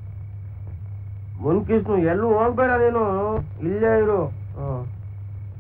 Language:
Kannada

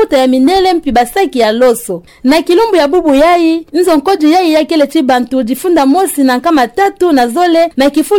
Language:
Kituba (Democratic Republic of Congo)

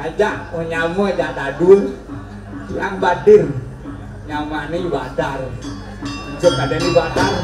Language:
Balinese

